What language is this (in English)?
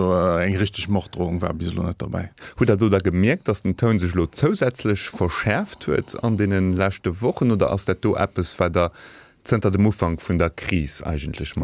Luxembourgish